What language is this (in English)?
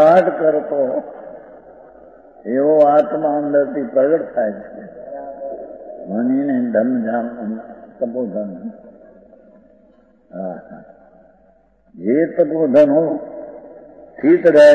Gujarati